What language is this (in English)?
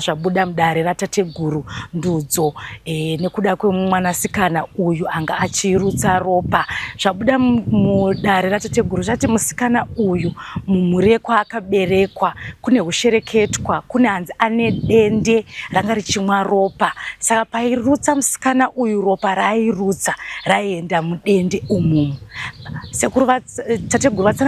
Shona